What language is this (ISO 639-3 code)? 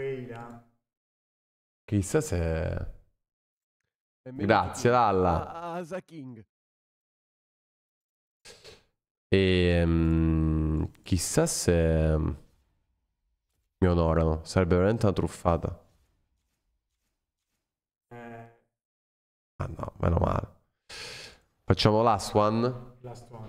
ita